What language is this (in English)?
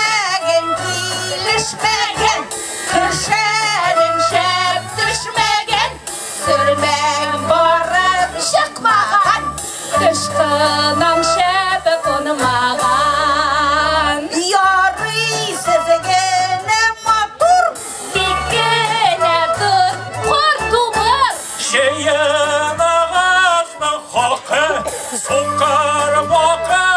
Tatar